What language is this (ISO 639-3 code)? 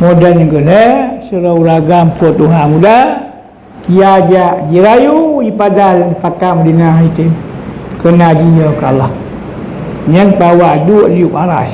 ace